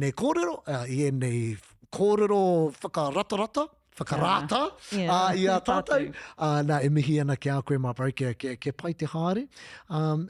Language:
Māori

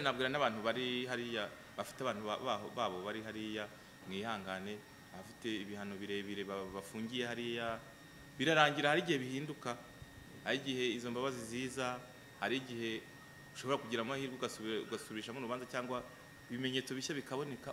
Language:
Kinyarwanda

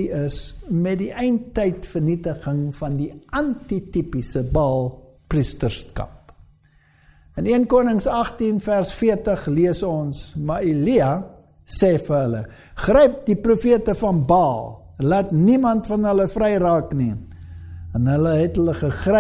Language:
Afrikaans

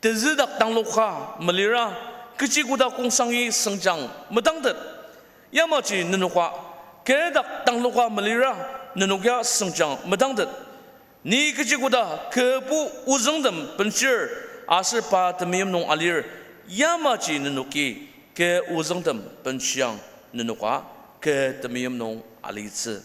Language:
Ao Naga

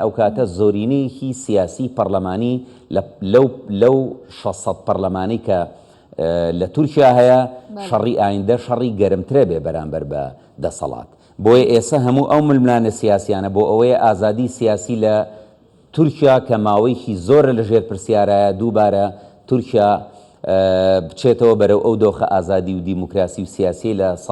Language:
Central Kurdish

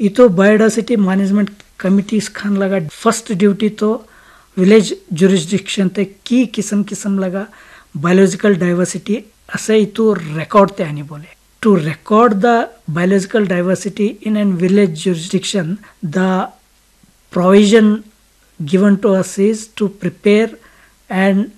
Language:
Naga Pidgin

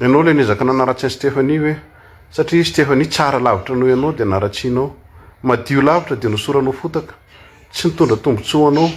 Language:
Malagasy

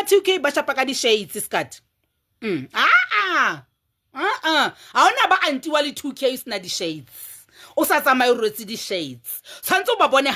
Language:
Southern Sotho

